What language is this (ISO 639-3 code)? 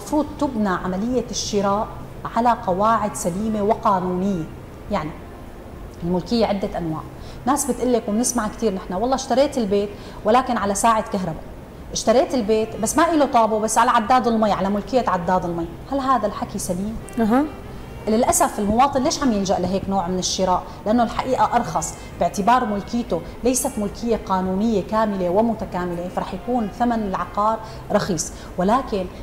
apc